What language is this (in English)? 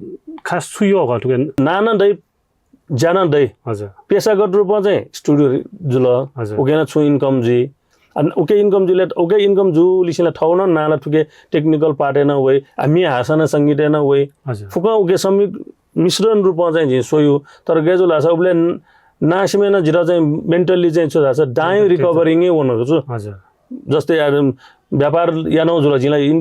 Newari